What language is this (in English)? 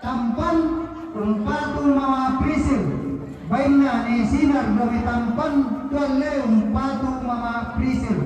Toraja-Sa'dan